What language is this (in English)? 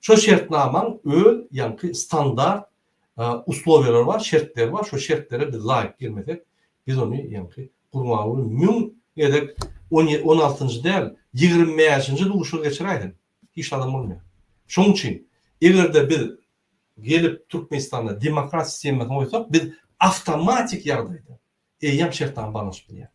Turkmen